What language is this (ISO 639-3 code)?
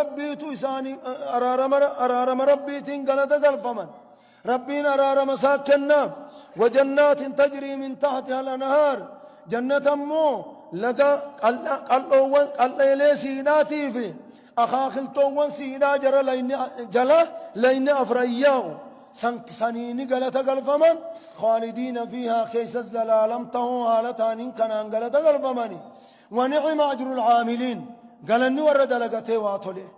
orm